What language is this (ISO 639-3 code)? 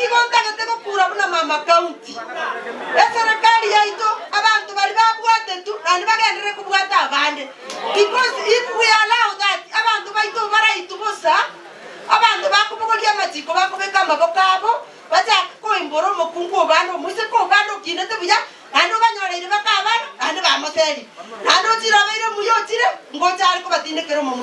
guz